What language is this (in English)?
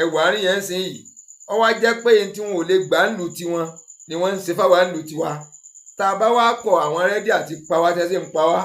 Yoruba